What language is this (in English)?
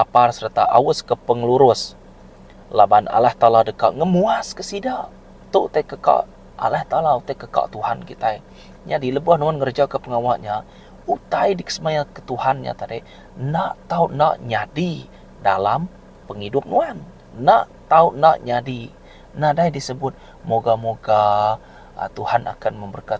Iban